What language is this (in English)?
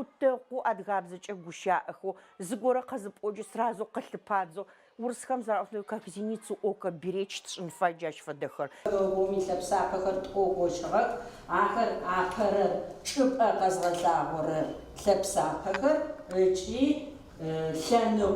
Adyghe